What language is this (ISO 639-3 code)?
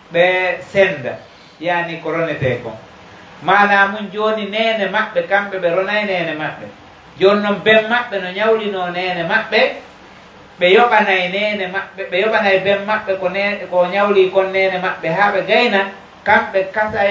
fuf